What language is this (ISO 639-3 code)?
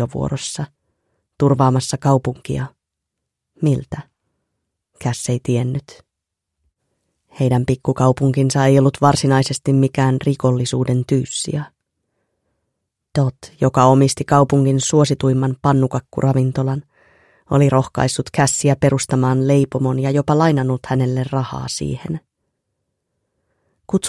fin